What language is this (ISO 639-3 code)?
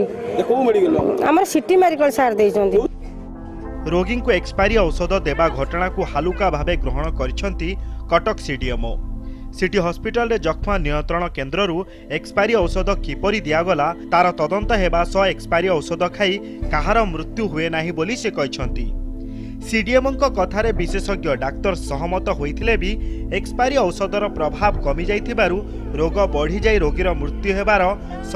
ori